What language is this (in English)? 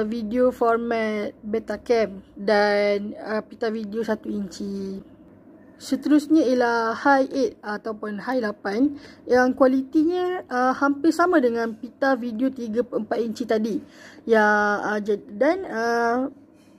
Malay